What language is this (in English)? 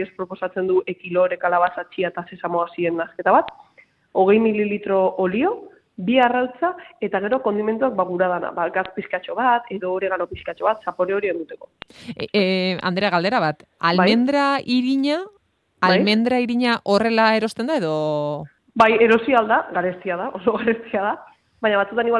Basque